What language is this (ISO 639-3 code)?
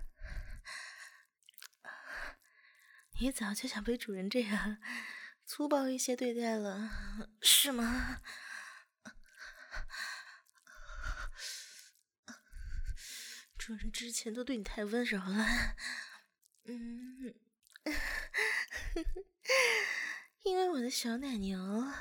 zho